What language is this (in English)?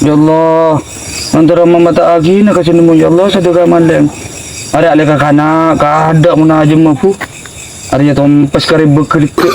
Madurese